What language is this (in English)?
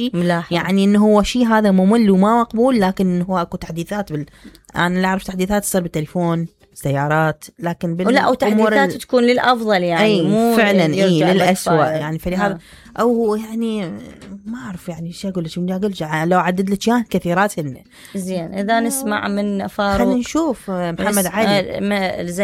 Mesopotamian Arabic